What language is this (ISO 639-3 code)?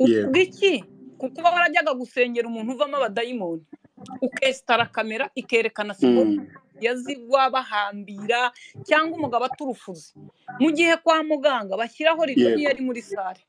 kin